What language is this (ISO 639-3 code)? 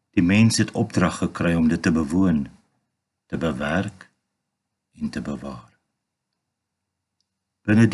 afr